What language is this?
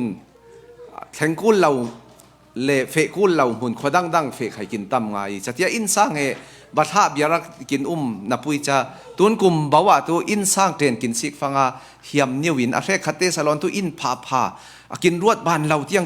Falam Chin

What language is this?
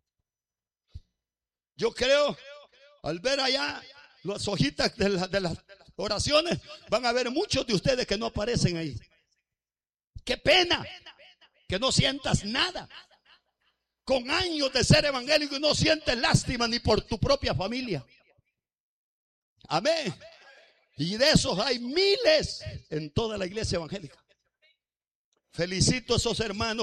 Spanish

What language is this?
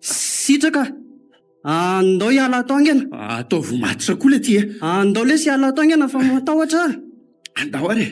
Malagasy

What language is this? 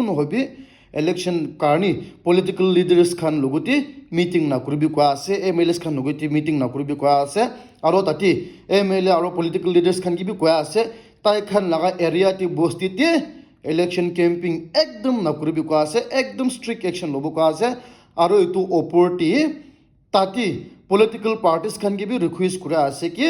Naga Pidgin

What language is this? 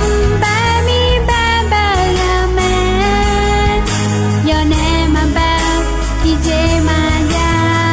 Akha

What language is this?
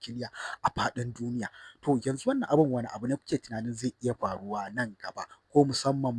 Hausa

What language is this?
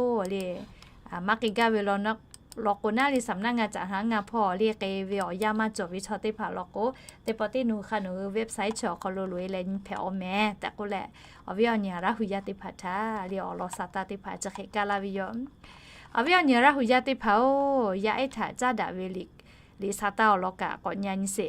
Lahu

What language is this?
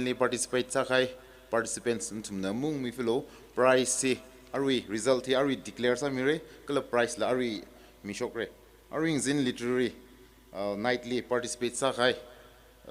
Tangkhul Naga (India)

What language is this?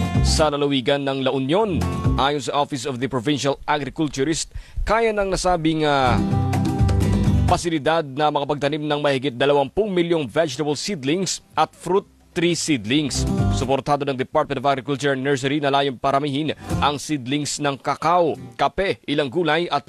Filipino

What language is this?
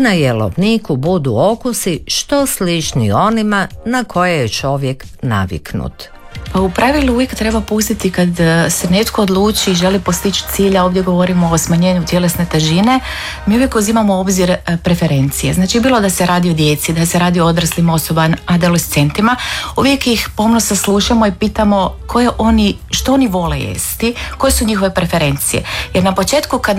Croatian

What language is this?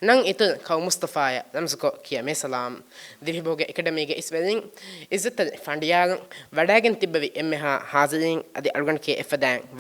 Divehi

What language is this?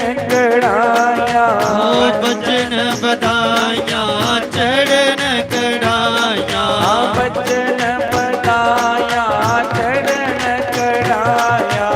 Dogri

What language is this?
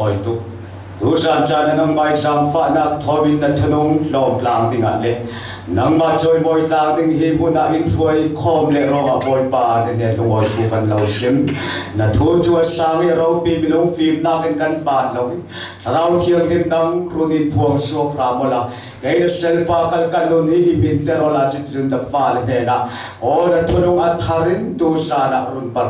Falam Chin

